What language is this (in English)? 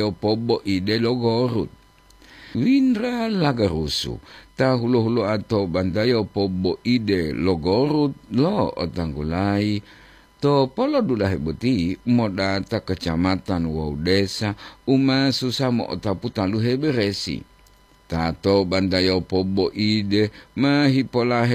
Gorontalo